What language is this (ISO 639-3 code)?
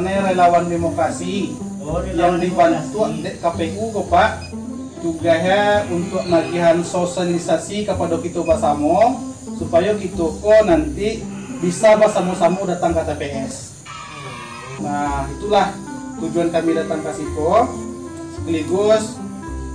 min